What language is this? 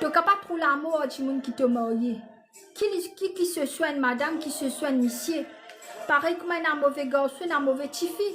Morisyen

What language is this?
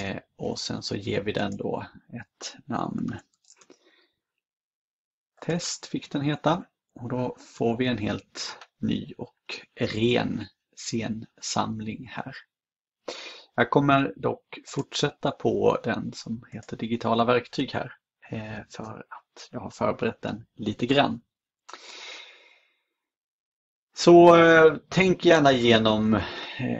Swedish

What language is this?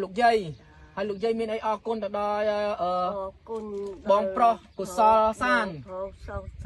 Khmer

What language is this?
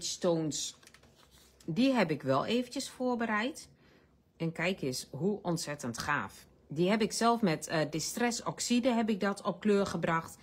Dutch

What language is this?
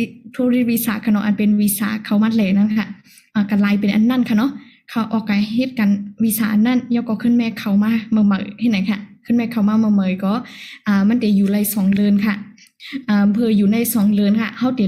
Shan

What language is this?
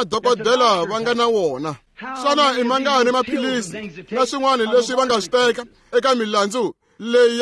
Tsonga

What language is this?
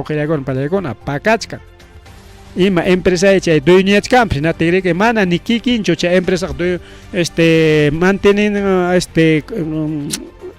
Ayacucho Quechua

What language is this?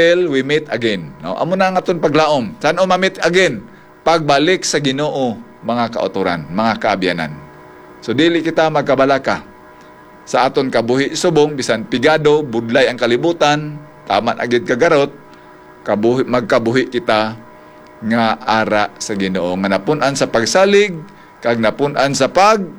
Hiligaynon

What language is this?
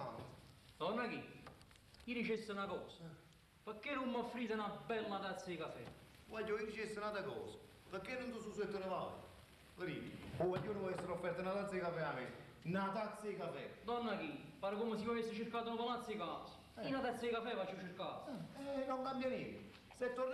Neapolitan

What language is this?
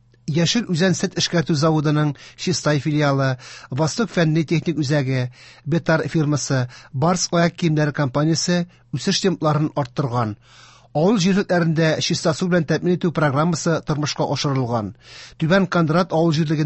Tatar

